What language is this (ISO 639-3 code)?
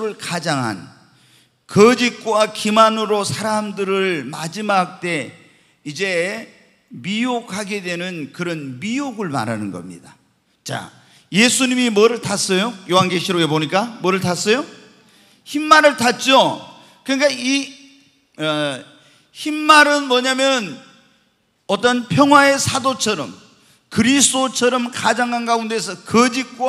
kor